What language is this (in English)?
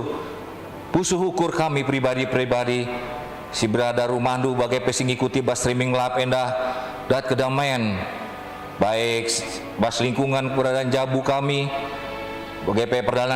Batak Karo